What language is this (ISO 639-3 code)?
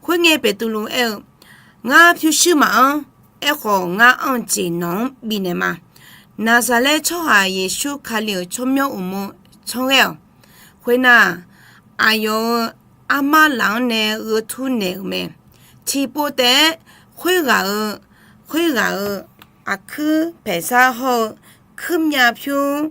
ahk